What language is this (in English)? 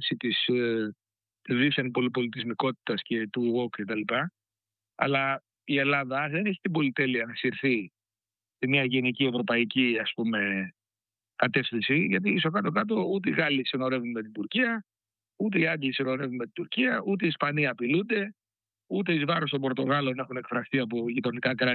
Greek